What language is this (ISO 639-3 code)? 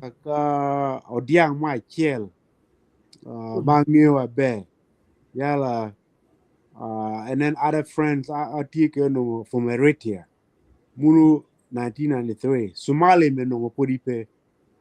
ach